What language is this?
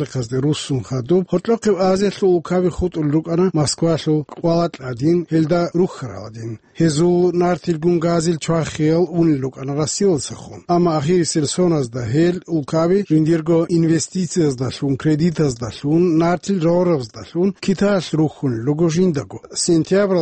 Avaric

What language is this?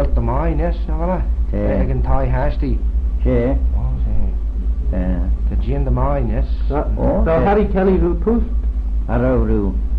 Manx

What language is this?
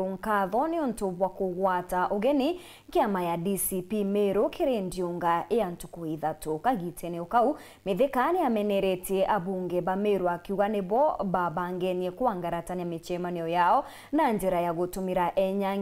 Meru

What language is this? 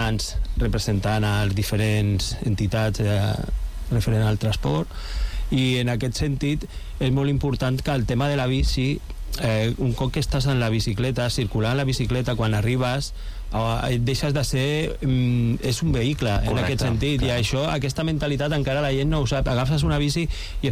Catalan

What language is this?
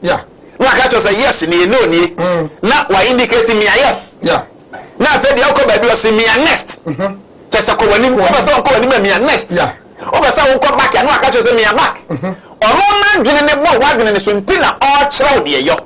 Akan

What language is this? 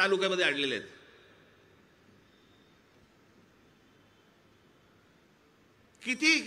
Marathi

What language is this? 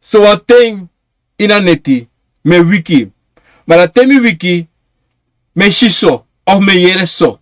Sranan Tongo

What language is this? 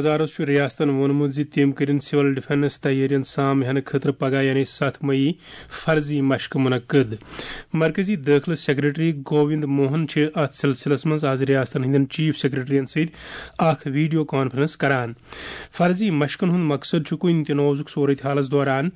Kashmiri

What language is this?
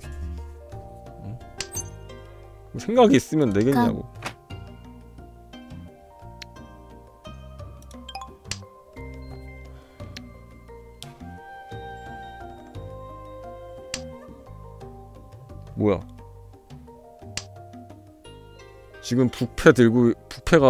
Korean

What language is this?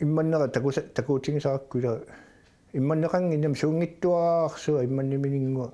Kalaallisut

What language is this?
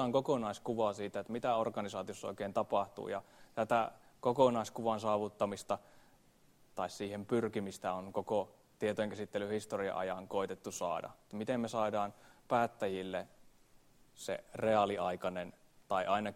Finnish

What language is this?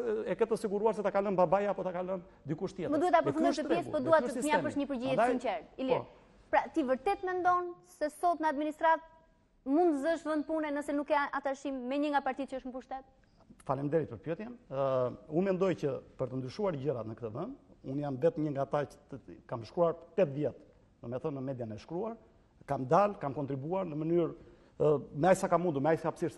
Albanian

